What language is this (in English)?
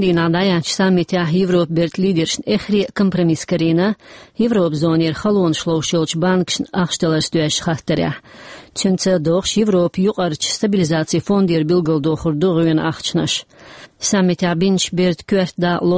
Chechen